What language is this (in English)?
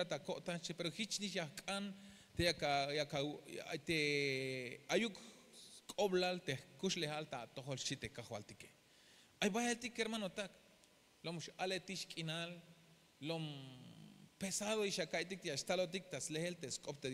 Tzeltal